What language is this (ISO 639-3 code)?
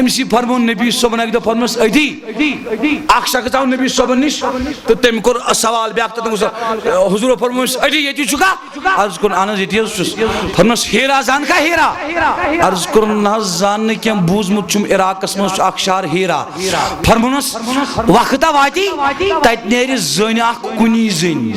kas